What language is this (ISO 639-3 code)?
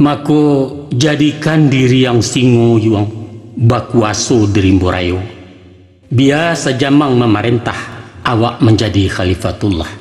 min